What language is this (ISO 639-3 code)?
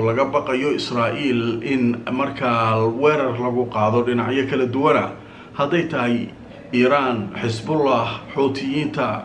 som